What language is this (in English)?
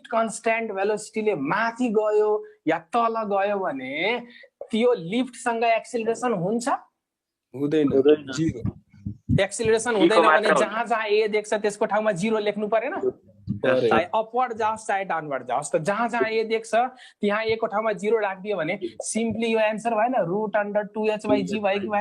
Nepali